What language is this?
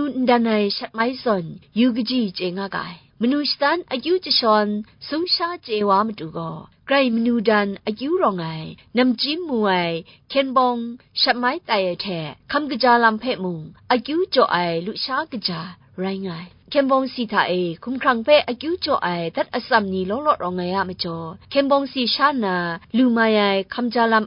Kachin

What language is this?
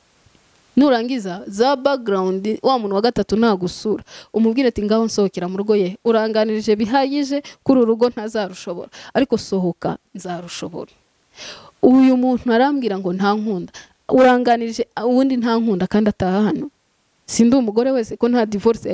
Kinyarwanda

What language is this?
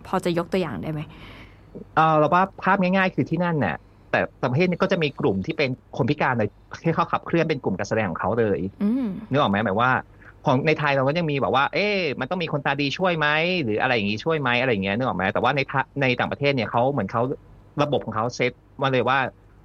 Thai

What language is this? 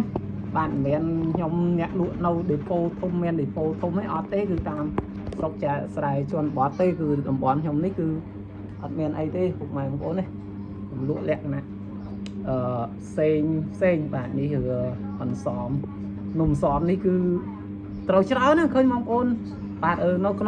Khmer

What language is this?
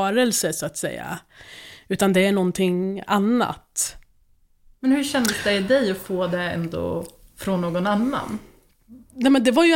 Swedish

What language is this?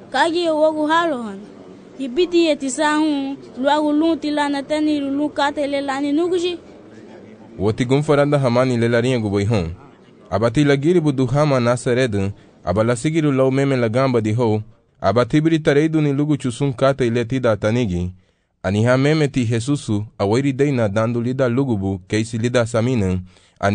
Garifuna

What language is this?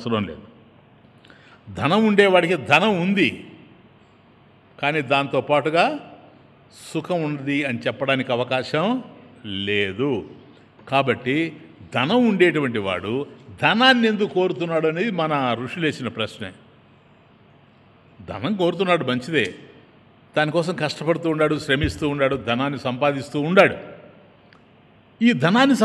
Telugu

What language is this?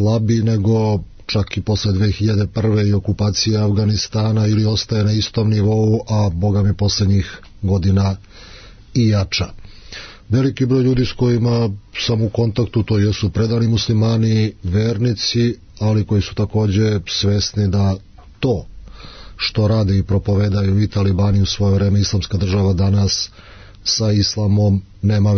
Serbian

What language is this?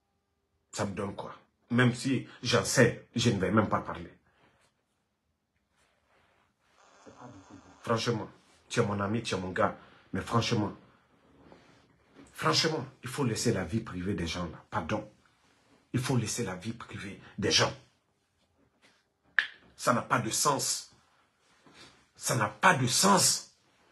French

